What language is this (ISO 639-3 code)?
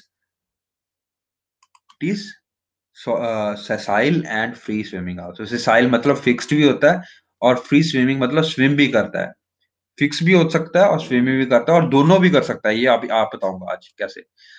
hin